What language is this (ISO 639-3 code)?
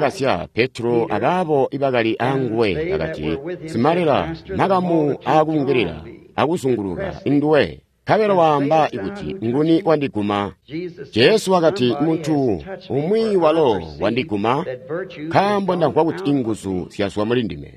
toi